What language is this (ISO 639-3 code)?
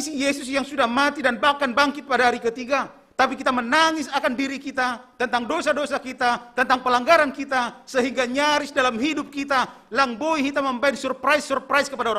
bts